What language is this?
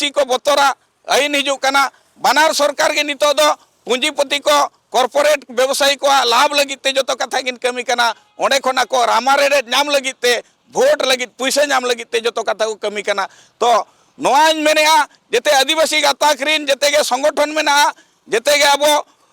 Santali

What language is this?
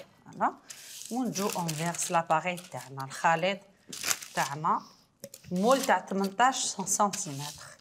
Algerian Arabic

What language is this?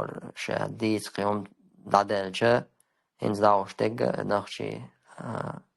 Chechen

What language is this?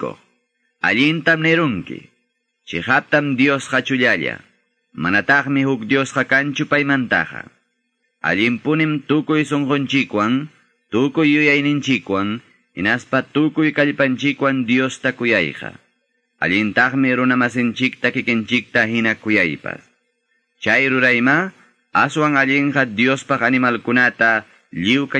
Quechua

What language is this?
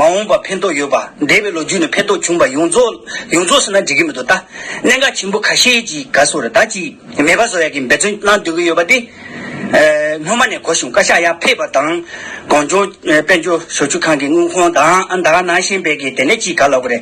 Tibetan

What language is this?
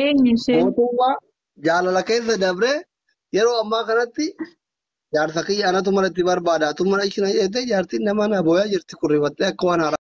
Oromo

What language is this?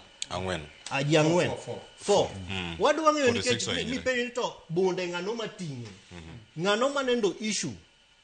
Luo (Kenya and Tanzania)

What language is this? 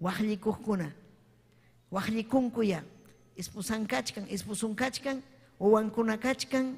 Ayacucho Quechua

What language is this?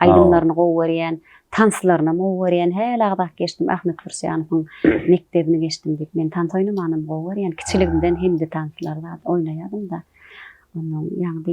Turkmen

